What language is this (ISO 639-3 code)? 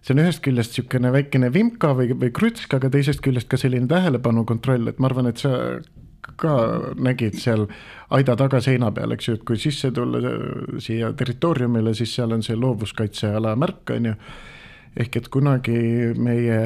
est